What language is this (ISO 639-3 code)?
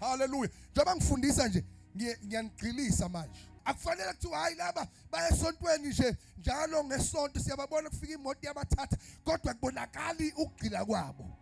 zul